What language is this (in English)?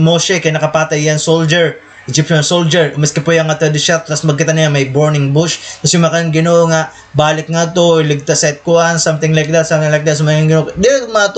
Waray